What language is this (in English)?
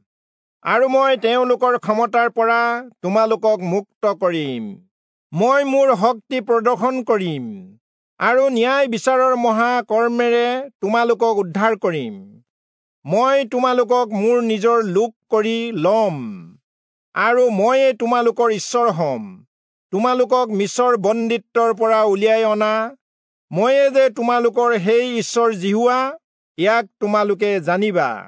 Assamese